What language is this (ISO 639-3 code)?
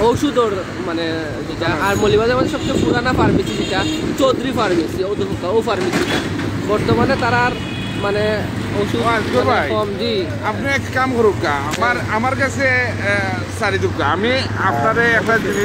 syl